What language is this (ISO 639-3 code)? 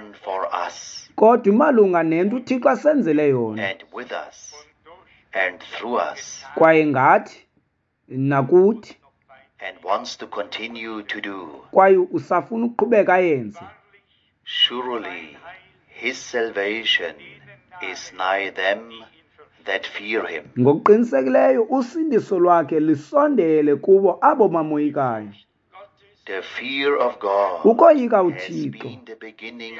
xho